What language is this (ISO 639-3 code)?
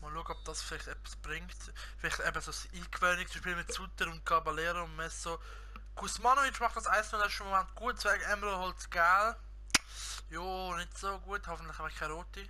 gsw